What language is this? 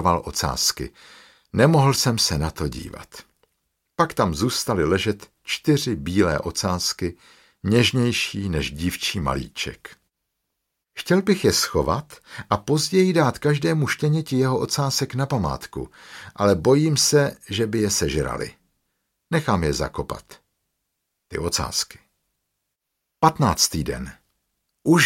Czech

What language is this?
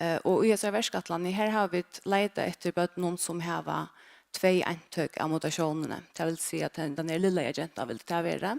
Faroese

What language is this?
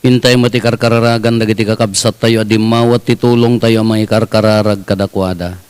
Iloko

